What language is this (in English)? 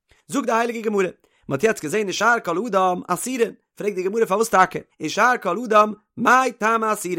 Yiddish